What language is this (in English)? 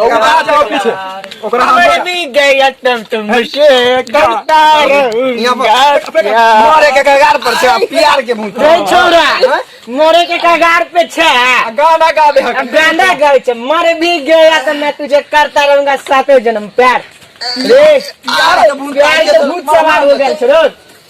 Maithili